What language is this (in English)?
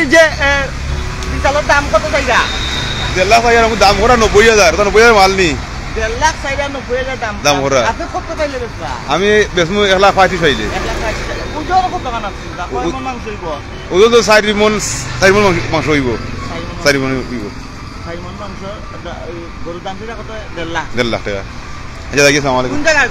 Sylheti